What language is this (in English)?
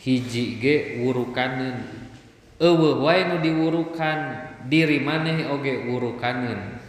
Sundanese